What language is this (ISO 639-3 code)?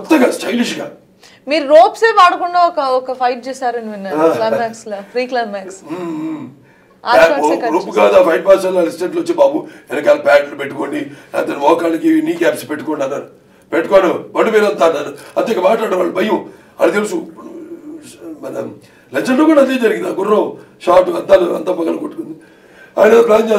tel